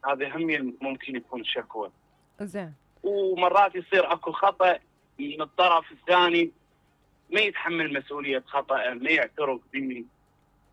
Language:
Mesopotamian Arabic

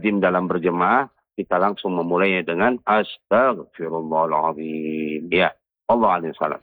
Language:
Indonesian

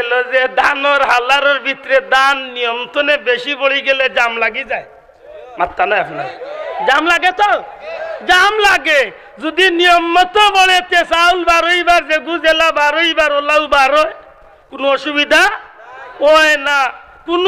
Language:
Sylheti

